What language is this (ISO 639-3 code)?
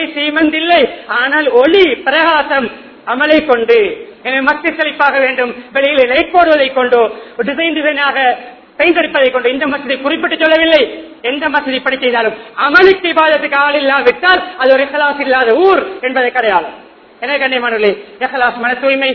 tam